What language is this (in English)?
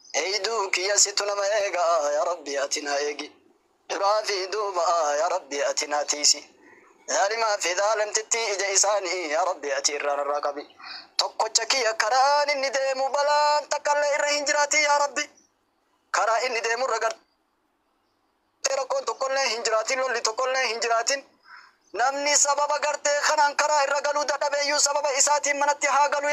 Oromo